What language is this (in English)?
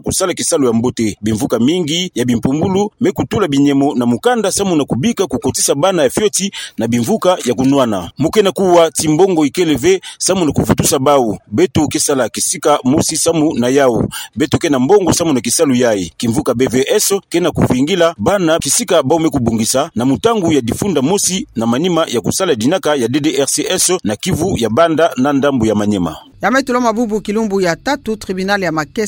Kituba (Democratic Republic of Congo)